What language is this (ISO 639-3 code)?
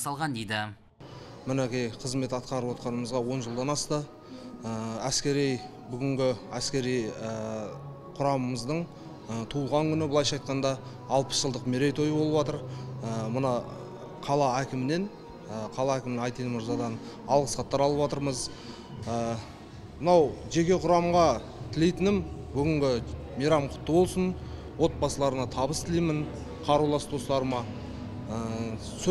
kaz